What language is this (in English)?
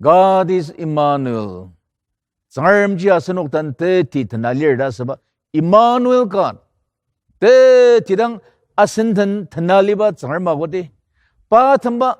Ao Naga